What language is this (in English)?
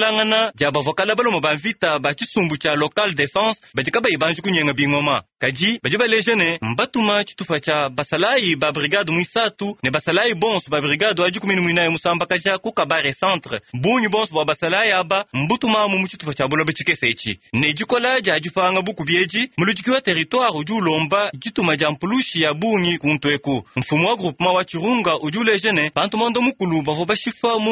Luba-Lulua